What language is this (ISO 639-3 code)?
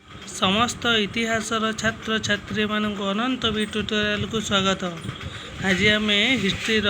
ori